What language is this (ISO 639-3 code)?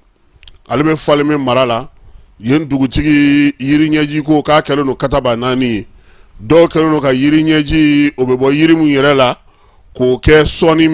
bam